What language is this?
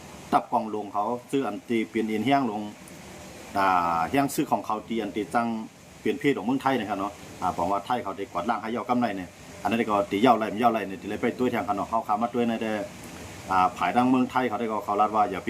Shan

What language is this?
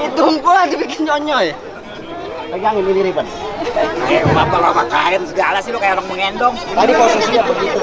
Betawi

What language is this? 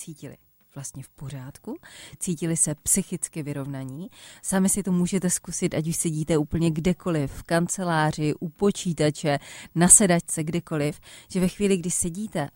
Czech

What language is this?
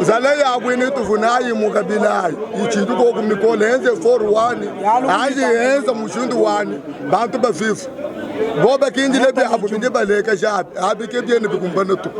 Luba-Lulua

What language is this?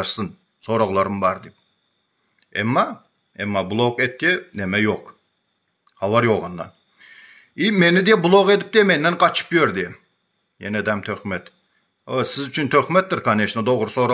Turkmen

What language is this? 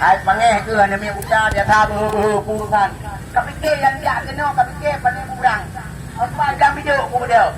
Achinese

